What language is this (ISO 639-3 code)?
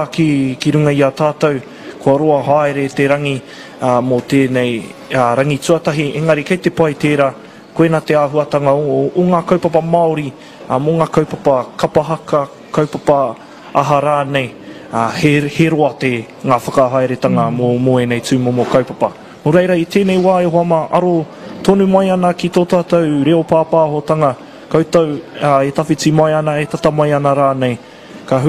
mri